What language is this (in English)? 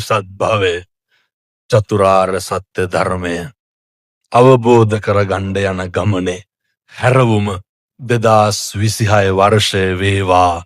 Sinhala